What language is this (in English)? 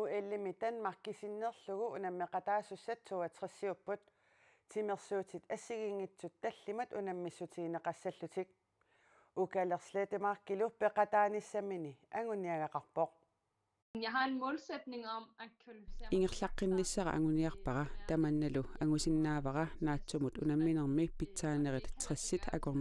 Kalaallisut